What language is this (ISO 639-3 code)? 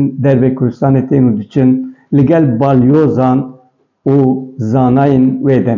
kur